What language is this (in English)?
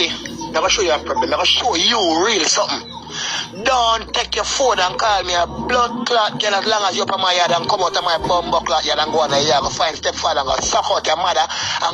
Jamaican Creole English